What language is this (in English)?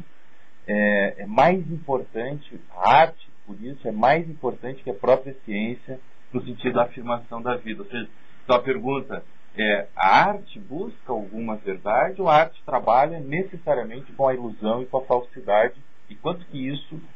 Portuguese